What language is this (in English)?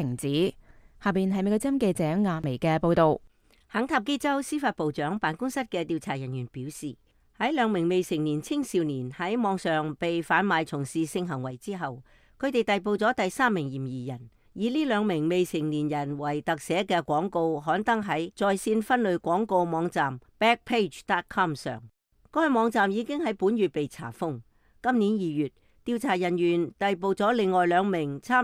Cantonese